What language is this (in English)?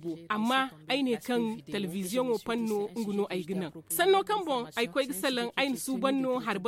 Zarma